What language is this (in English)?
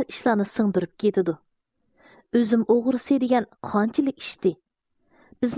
Uyghur